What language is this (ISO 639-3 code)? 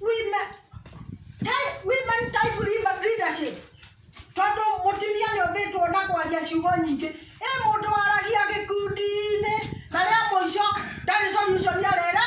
kik